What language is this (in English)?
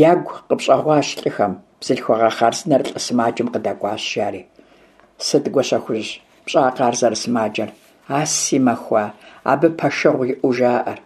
Kabardian